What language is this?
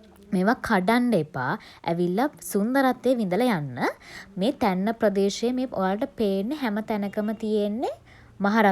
Sinhala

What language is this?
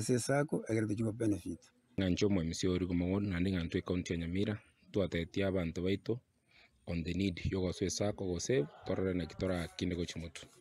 Gusii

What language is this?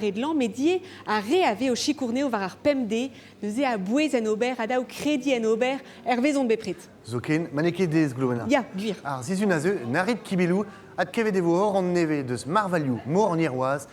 Breton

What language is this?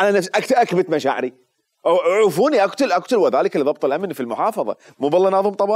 Mesopotamian Arabic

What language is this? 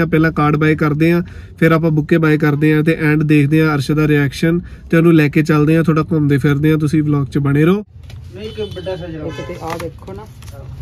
Punjabi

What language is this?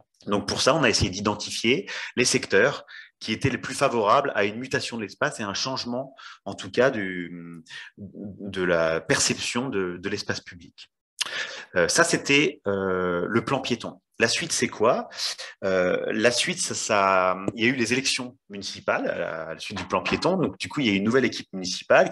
French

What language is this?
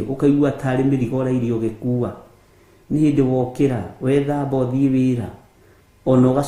Kikuyu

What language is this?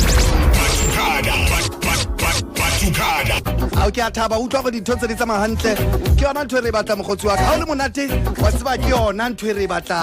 Southern Sotho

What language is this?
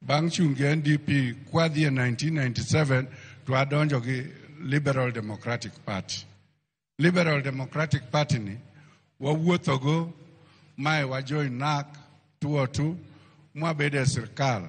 Luo (Kenya and Tanzania)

